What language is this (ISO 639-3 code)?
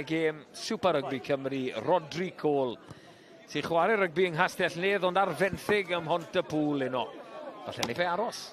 cym